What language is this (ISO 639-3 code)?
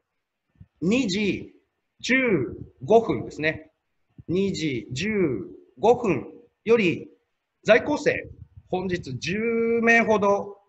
jpn